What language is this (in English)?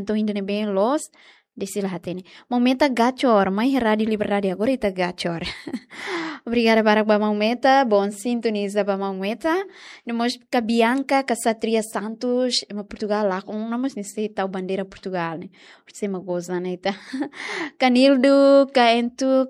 Tetum